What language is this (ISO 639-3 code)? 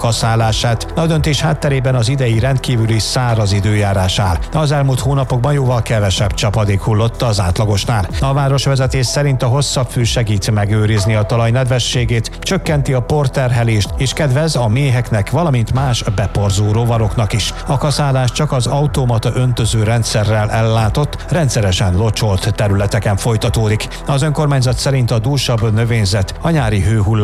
hun